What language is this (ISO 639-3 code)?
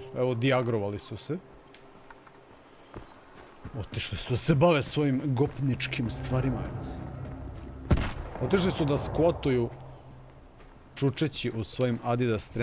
srp